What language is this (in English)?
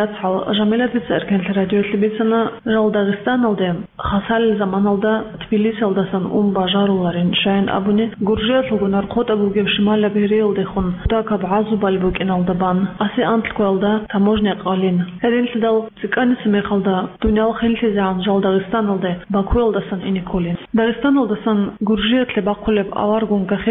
Avaric